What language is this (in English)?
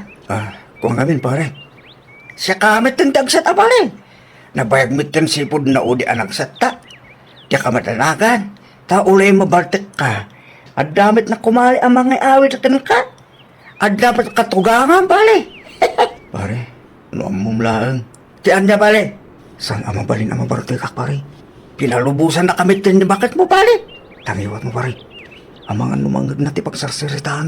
Iloko